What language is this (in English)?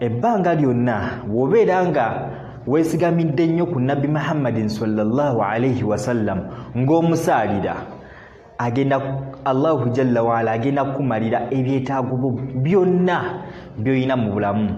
Ganda